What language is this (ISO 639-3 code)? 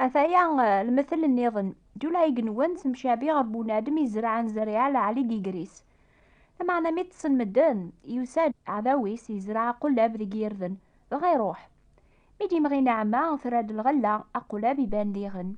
kab